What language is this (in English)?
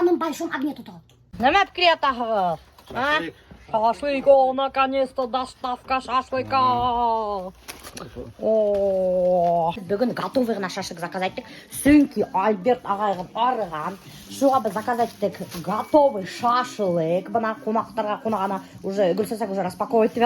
Bashkir